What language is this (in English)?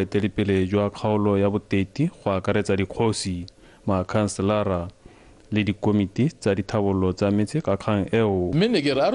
Tswana